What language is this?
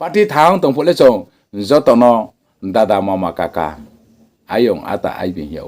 Riang (India)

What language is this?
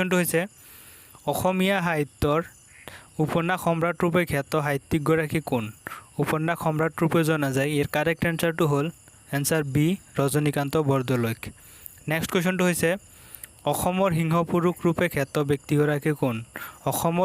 Assamese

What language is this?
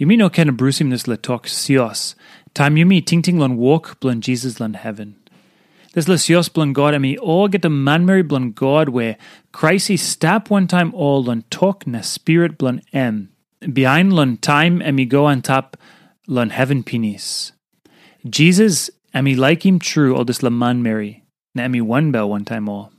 Tok Pisin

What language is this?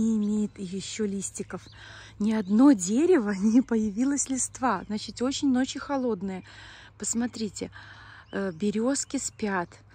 Russian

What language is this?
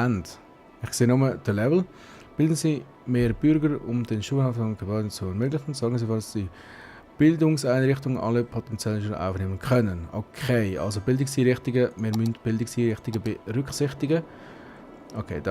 Swiss German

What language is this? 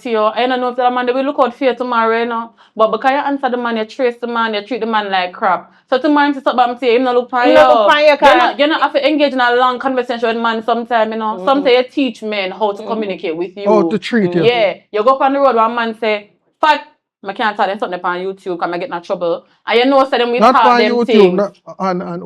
Jamaican Creole English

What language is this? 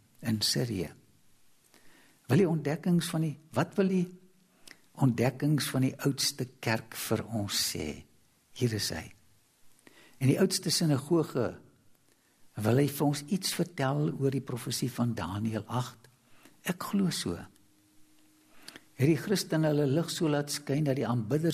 Afrikaans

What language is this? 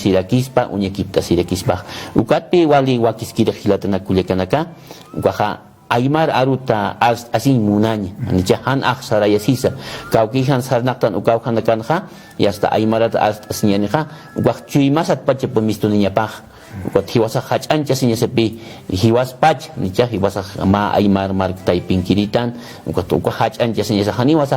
Aymara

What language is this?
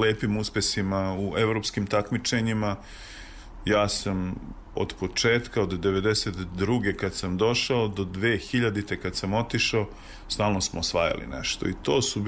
Serbian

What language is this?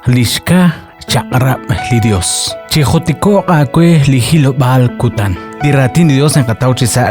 Kekchí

